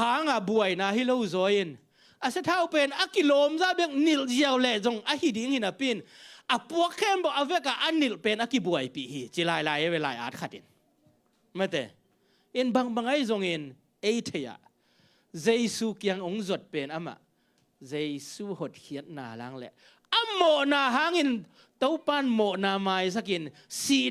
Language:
Tedim Chin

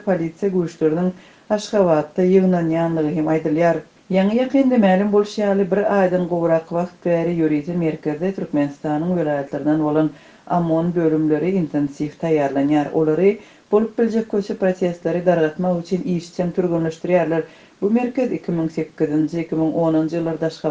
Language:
Turkmen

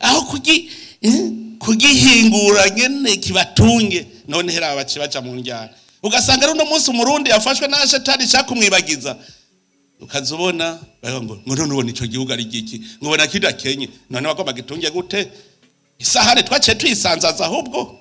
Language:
Rundi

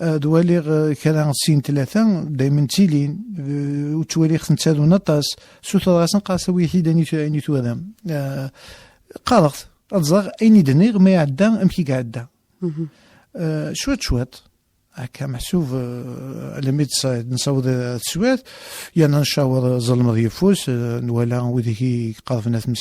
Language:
Kabyle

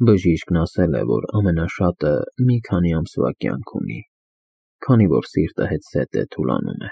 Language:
Armenian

